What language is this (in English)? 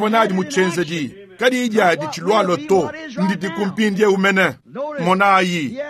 Luba-Lulua